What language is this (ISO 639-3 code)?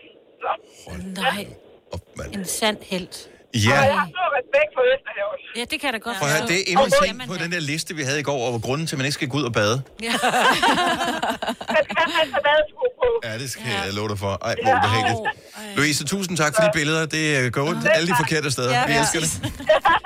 dan